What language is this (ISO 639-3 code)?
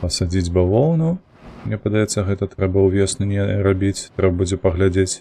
bel